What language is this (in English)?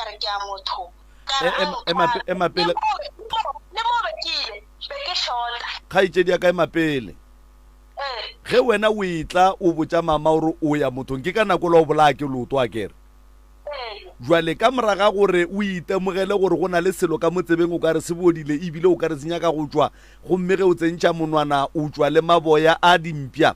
Northern Sotho